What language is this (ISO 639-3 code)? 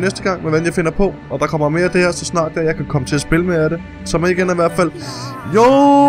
dan